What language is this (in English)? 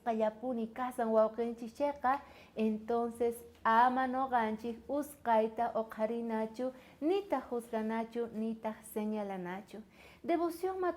South Bolivian Quechua